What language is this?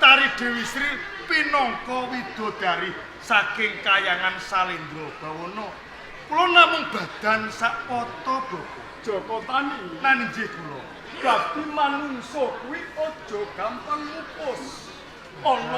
Javanese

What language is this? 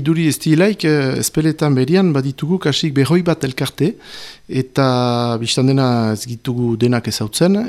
Basque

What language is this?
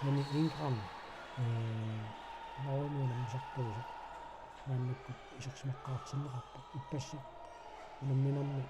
Kalaallisut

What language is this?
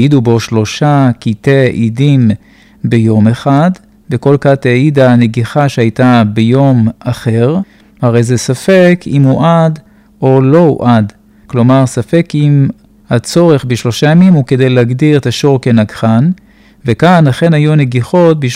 Hebrew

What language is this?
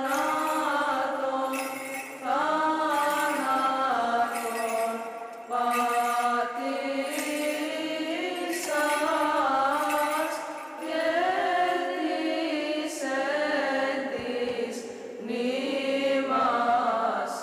Greek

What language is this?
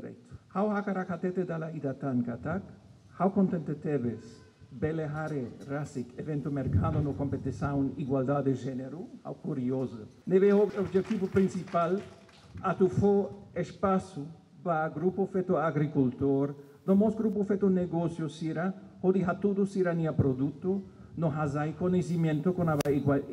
Tetum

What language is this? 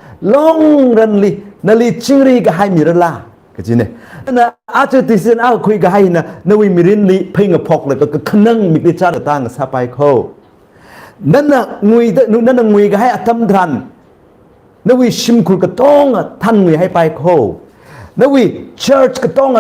Tangkhul Naga (India)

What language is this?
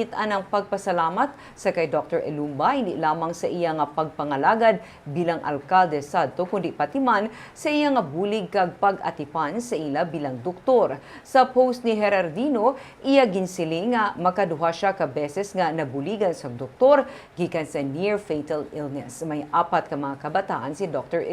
Hiligaynon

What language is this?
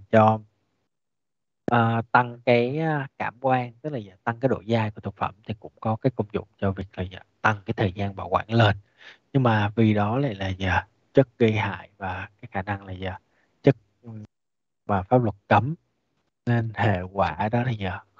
Vietnamese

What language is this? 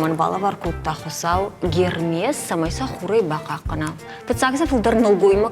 Ossetic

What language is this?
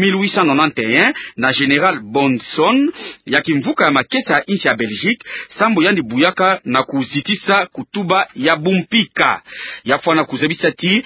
Kituba (Democratic Republic of Congo)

